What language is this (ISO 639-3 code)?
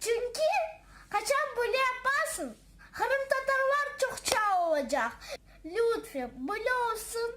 crh